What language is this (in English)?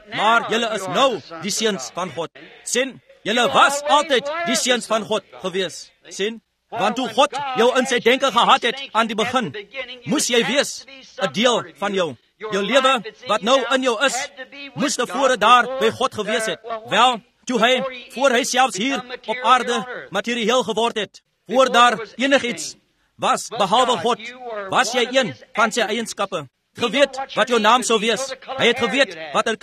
Afrikaans